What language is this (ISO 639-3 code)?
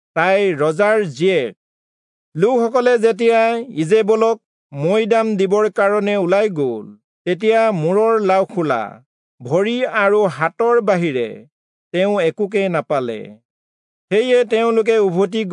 asm